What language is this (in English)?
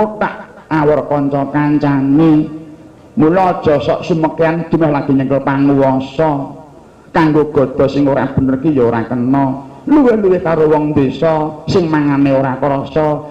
Javanese